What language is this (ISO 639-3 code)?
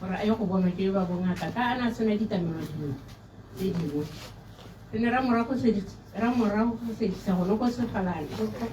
tsn